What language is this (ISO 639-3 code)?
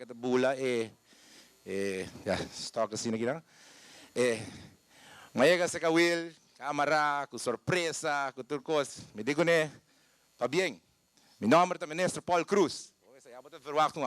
pap